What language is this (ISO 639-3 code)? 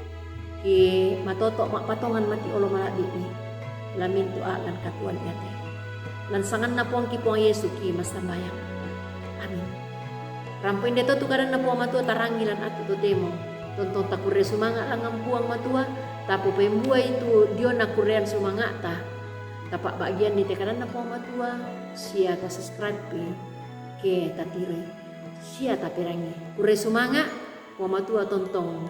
sda